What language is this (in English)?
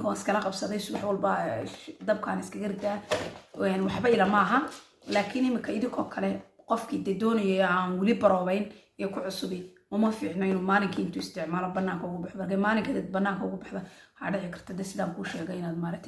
Somali